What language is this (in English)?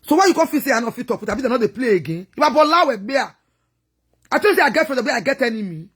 Nigerian Pidgin